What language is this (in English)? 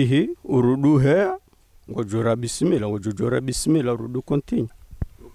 Swahili